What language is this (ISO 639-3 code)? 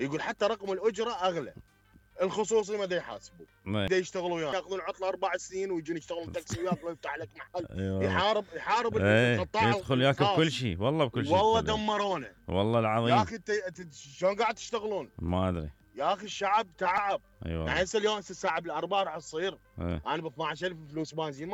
acm